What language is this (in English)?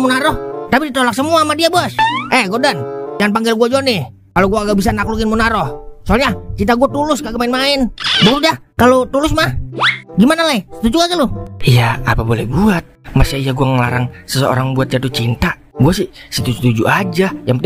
Betawi